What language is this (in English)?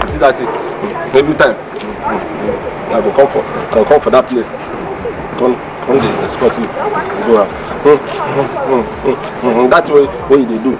Nigerian Pidgin